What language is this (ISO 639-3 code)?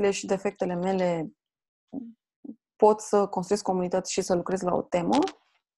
ron